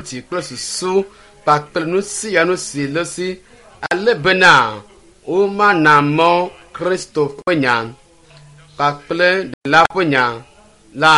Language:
Ewe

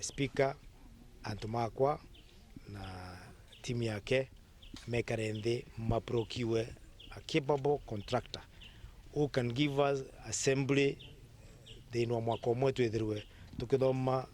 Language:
Meru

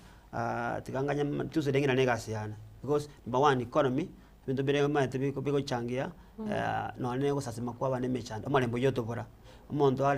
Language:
Gusii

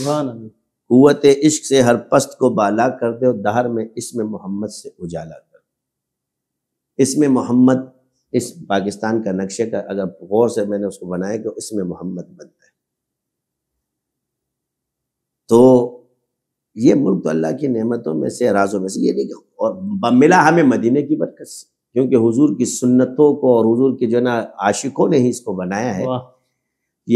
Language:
Urdu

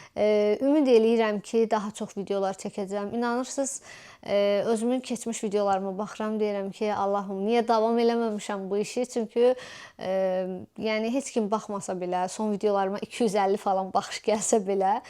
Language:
Azerbaijani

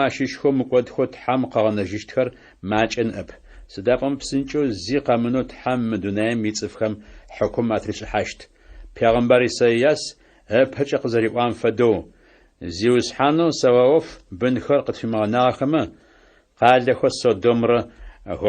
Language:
Adyghe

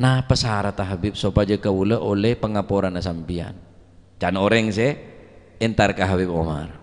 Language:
Madurese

